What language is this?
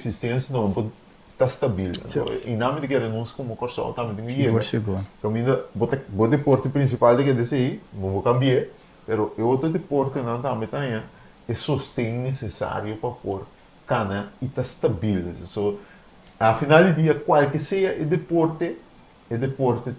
Papiamento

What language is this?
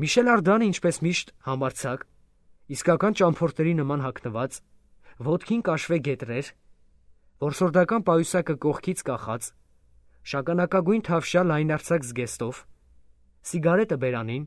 Armenian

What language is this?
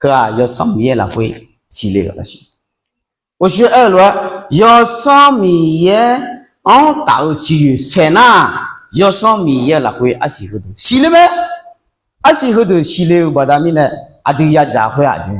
Akha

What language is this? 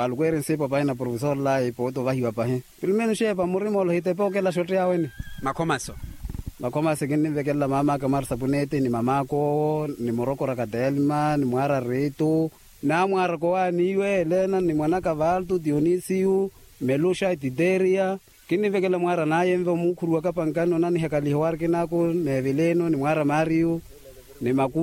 Makhuwa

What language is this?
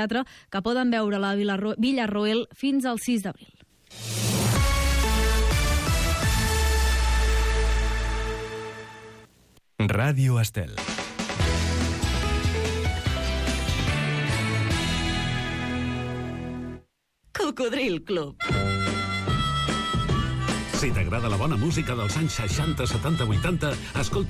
Catalan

